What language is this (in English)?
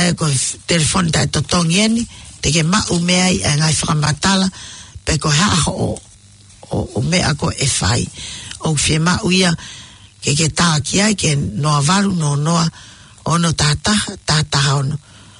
Tongan